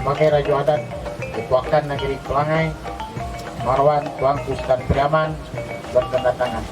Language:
Minangkabau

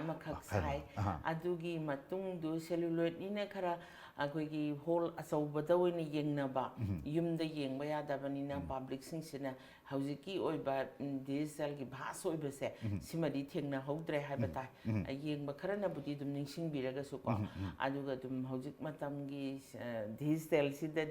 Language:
Manipuri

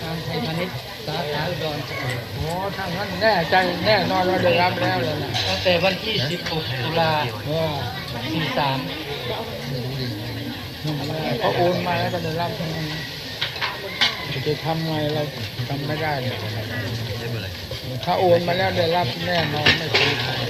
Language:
Thai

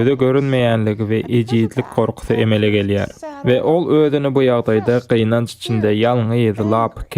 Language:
Turkmen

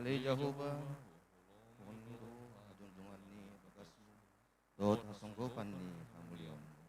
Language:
Batak Toba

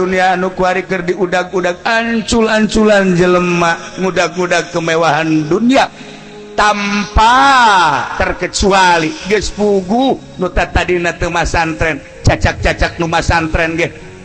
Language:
Sundanese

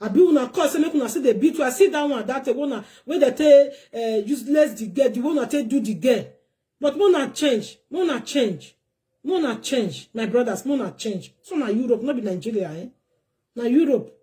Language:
Nigerian Pidgin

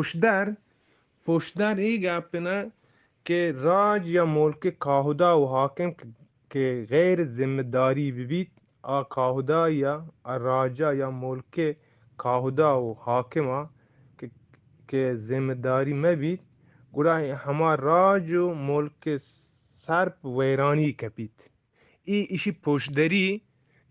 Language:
Eastern Balochi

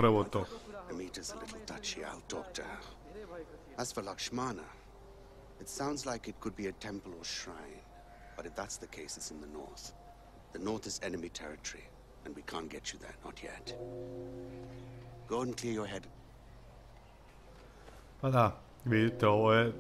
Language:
Serbian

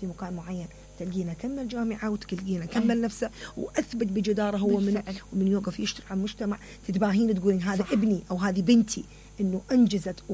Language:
Mesopotamian Arabic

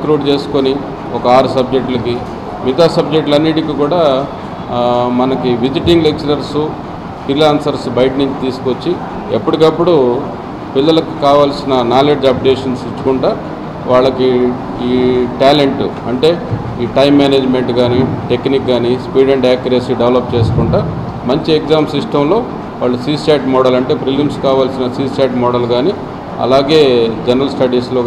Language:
Telugu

